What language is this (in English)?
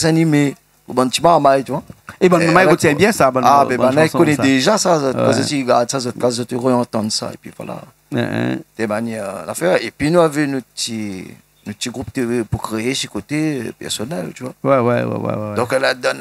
Réunion Creole French